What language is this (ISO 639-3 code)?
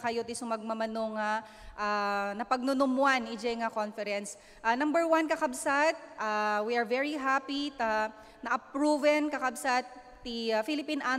ilo